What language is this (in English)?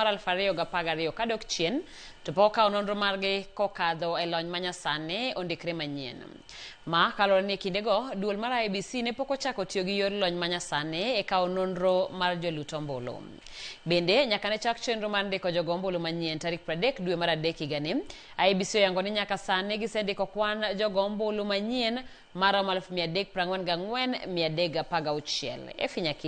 Luo (Kenya and Tanzania)